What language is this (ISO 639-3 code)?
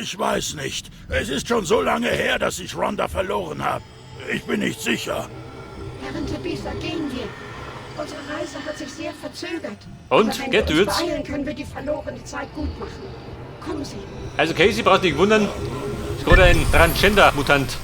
bar